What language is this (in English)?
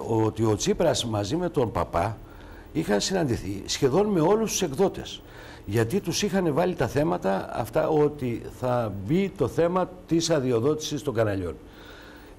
Greek